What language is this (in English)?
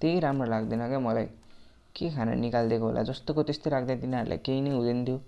Nepali